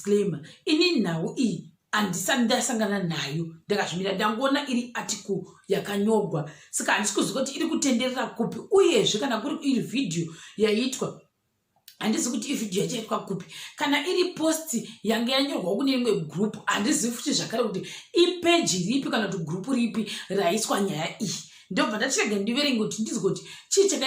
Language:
Shona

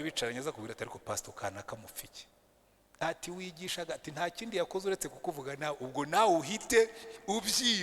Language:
Kinyarwanda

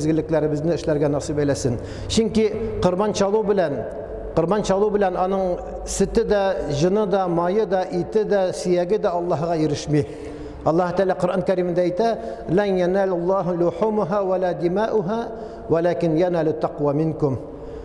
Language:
Tatar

